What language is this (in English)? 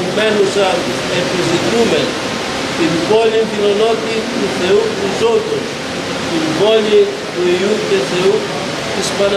Greek